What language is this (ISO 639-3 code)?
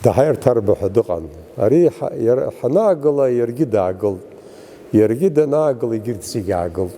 abk